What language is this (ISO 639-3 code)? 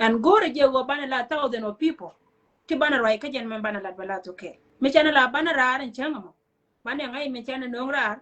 nus